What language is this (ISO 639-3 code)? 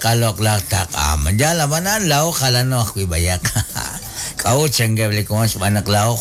kek